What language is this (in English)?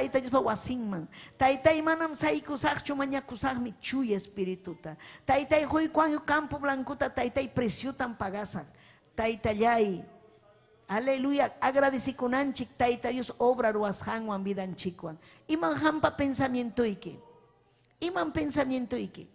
Ayacucho Quechua